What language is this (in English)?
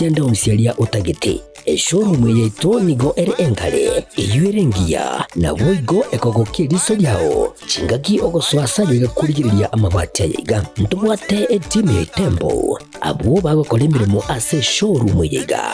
Gusii